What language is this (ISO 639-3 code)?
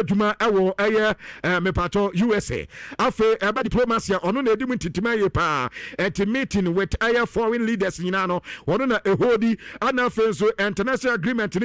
aka